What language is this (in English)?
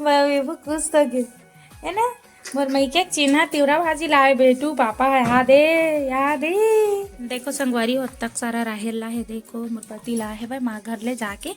Chhattisgarhi